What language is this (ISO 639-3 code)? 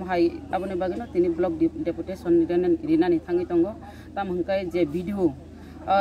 trp